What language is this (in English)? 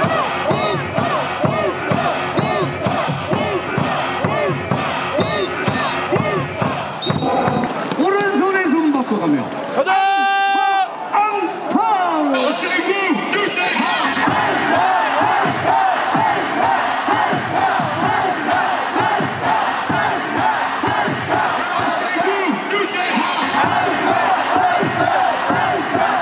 Korean